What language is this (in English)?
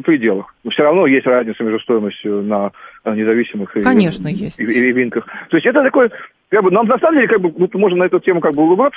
Russian